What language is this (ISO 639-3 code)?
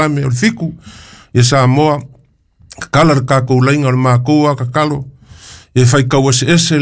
smo